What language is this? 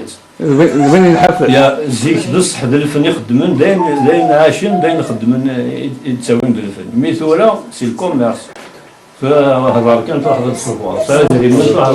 Kabyle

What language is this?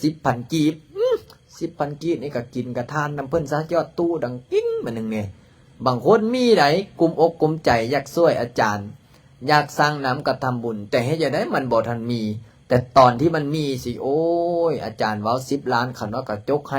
Lao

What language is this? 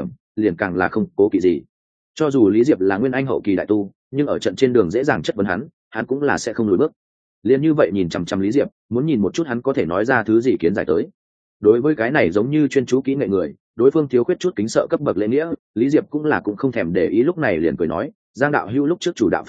Vietnamese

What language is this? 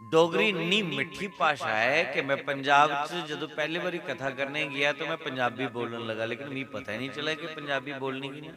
Dogri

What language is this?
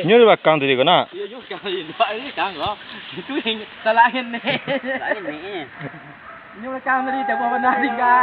Minangkabau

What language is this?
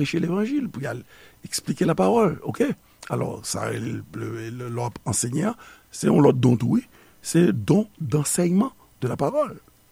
Haitian Creole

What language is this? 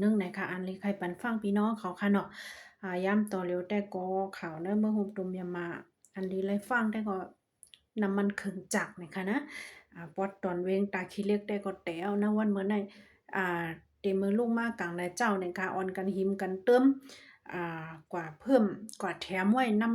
Shan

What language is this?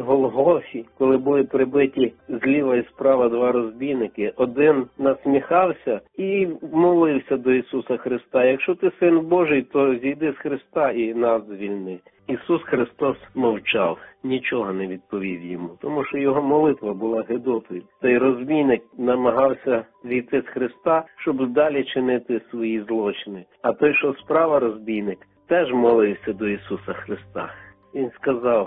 Ukrainian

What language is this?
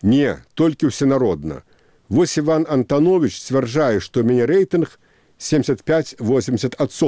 Belarusian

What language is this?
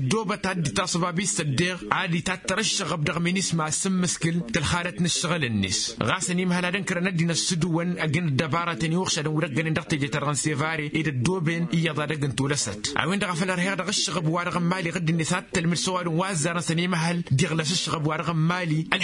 Tamasheq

